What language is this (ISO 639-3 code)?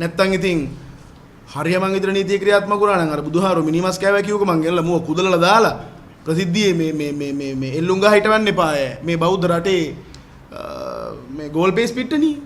sin